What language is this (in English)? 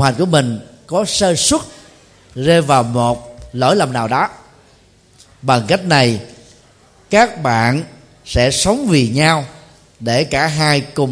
Vietnamese